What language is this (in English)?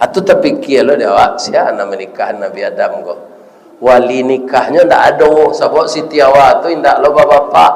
Minangkabau